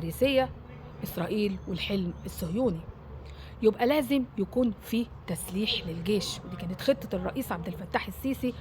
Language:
Egyptian Arabic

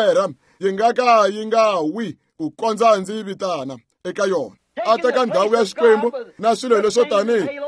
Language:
Tsonga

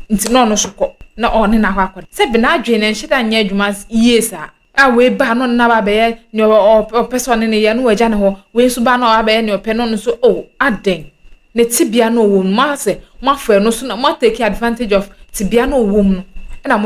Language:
Akan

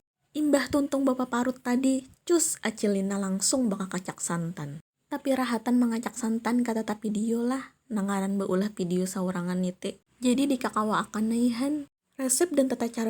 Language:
Banjar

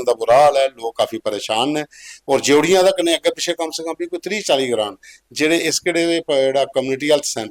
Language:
Dogri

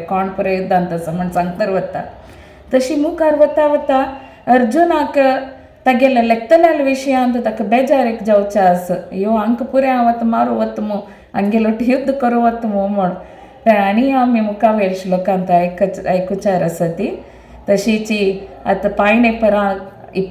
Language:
Konkani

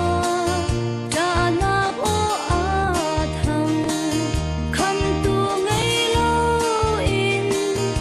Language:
Hakha Chin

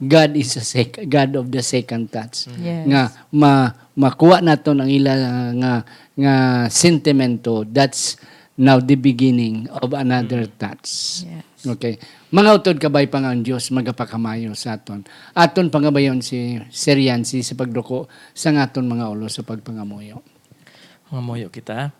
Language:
Hiligaynon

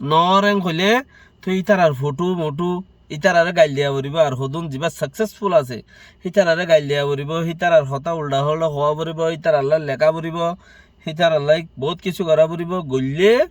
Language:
Rohingya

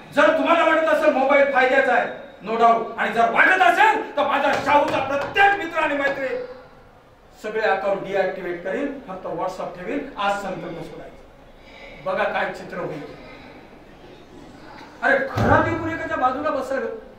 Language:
Marathi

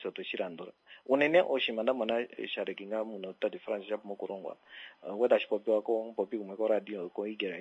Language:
Kuanyama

